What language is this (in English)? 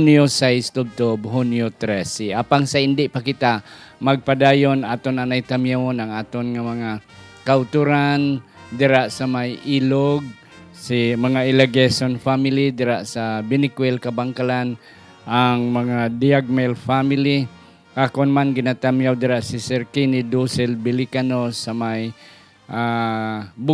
Hiligaynon